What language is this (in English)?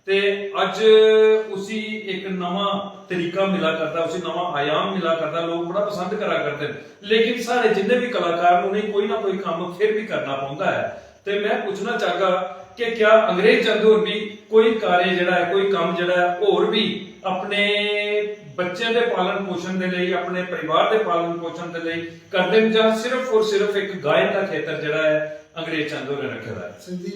Dogri